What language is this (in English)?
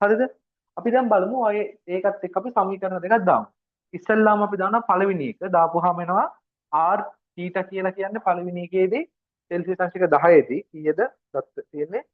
Sinhala